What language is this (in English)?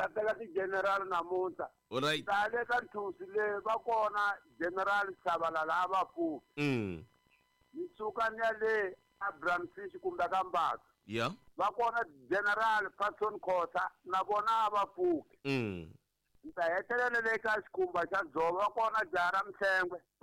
Tsonga